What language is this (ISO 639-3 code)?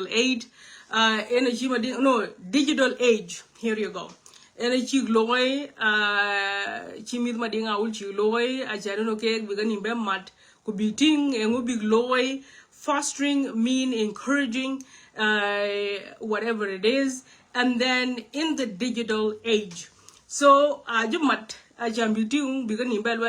nus